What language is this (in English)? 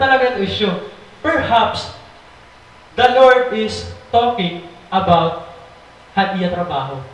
Waray